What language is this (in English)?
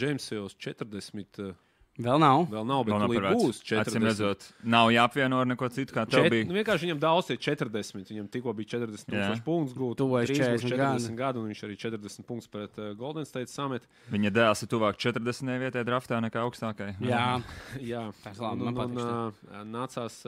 Latvian